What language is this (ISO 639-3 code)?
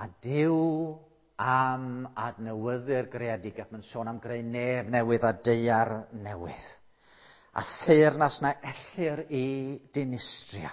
cym